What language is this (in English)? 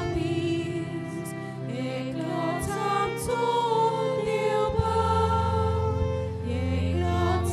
Konkani